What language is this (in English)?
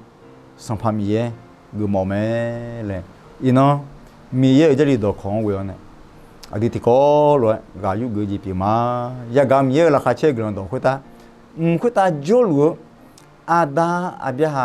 Akha